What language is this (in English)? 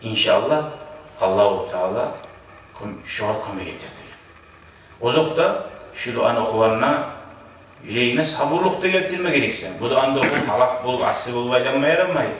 Kumyk